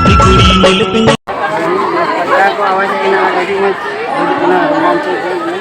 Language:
Santali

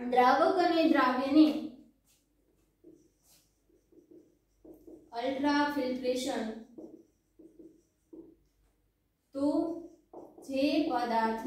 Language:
Gujarati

